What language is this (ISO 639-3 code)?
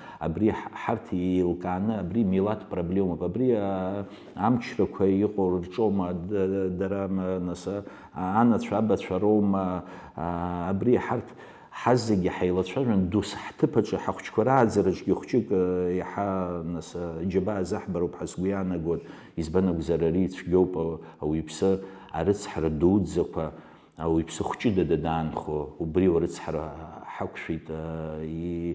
abk